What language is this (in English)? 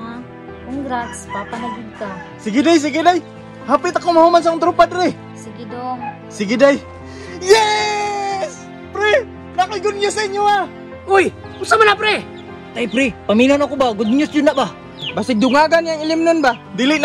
Cebuano